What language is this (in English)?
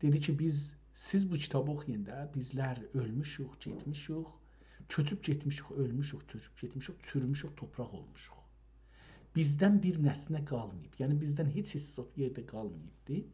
South Azerbaijani